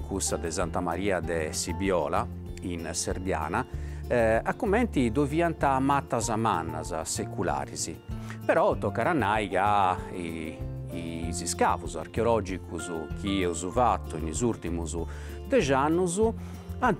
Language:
Sardinian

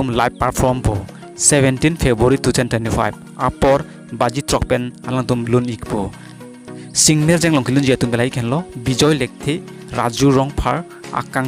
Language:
Karbi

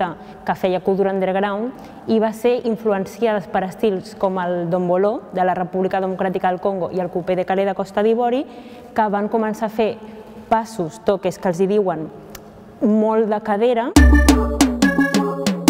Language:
Catalan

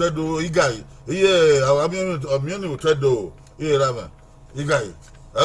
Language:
Bini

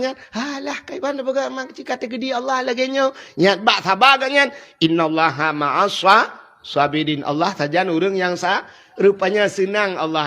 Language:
Achinese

